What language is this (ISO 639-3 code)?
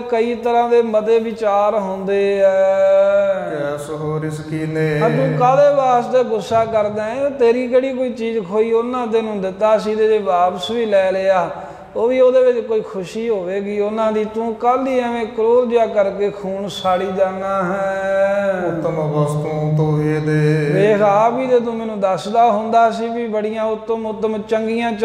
pan